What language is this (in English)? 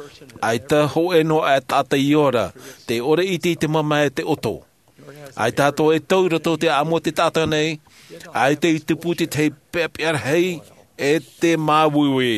Tahitian